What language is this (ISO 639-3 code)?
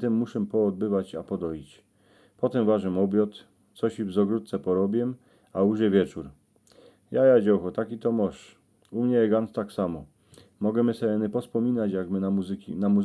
szl